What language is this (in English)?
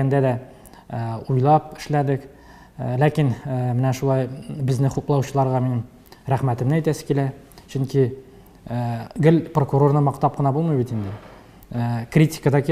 Tatar